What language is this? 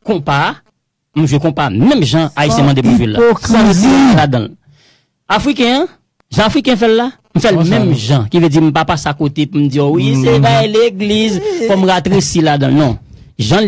Haitian Creole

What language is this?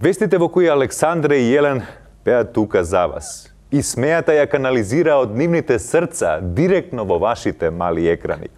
Macedonian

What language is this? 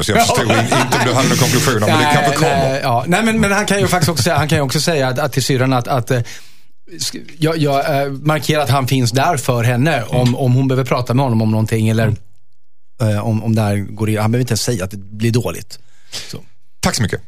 Swedish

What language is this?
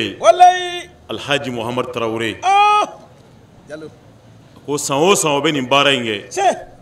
Bambara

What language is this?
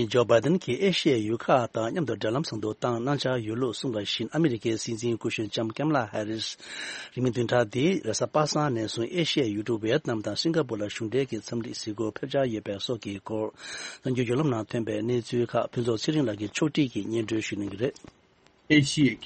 Tibetan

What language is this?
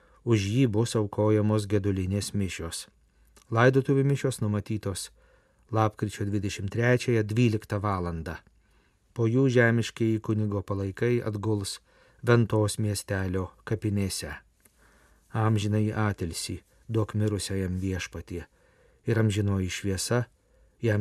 Lithuanian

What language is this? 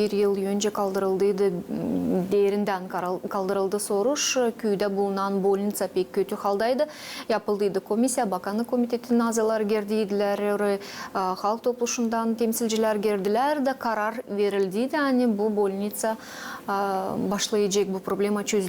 Gagauz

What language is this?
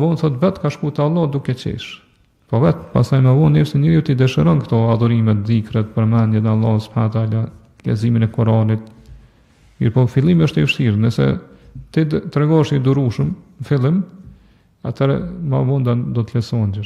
Albanian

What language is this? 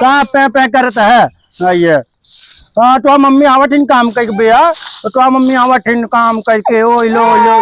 Awadhi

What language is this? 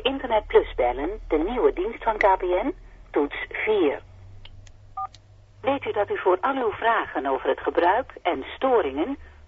Dutch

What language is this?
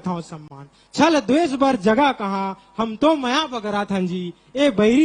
Chhattisgarhi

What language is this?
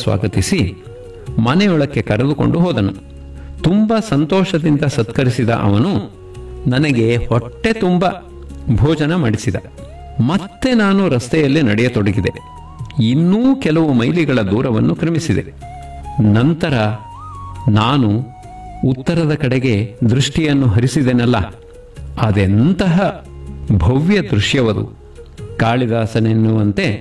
Kannada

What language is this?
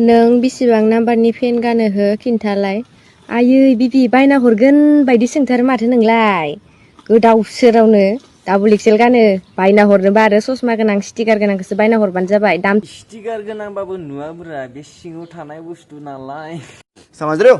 Bodo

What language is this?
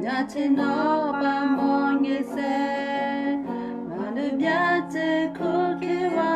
Western Kayah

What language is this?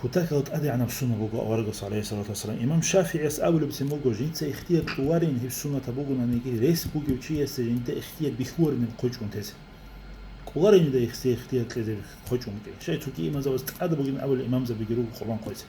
Avaric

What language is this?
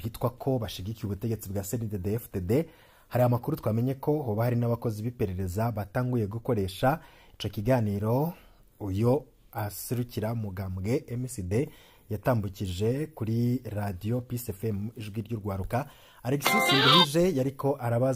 Rundi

